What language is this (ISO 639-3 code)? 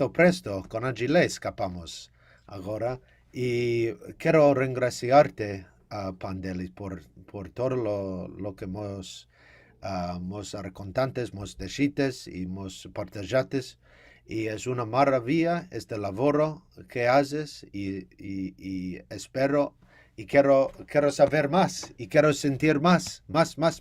lad